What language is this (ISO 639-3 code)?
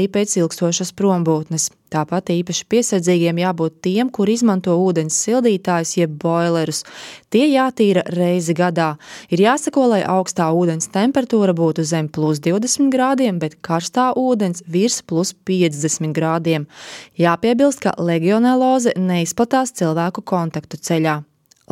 lav